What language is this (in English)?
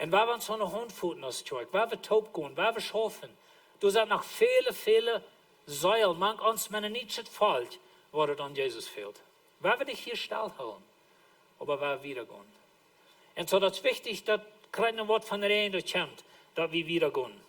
Plautdietsch